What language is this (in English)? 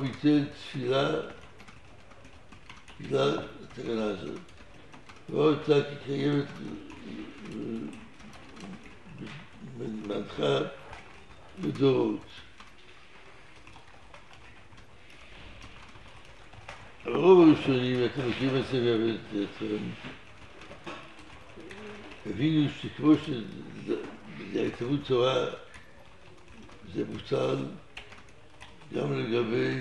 Hebrew